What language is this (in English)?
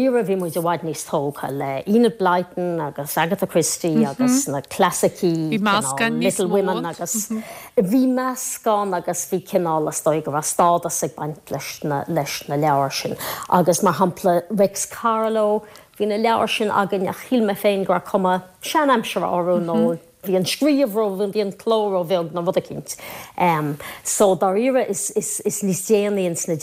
Irish